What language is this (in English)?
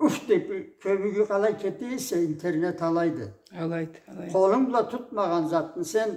Karachay-Balkar